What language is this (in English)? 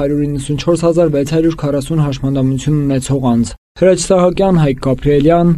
Armenian